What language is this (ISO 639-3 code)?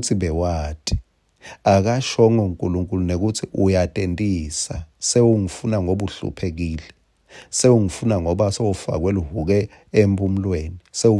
ssw